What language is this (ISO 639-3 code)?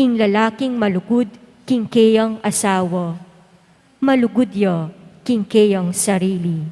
pam